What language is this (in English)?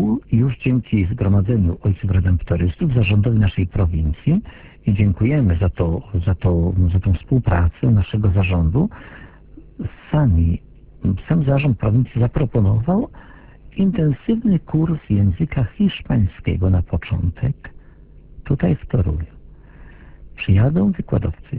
Polish